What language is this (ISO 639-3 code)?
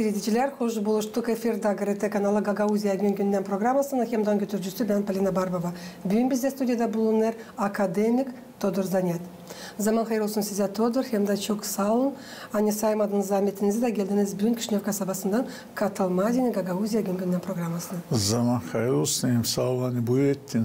gag